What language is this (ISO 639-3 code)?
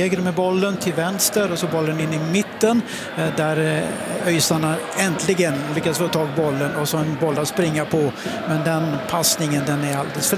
swe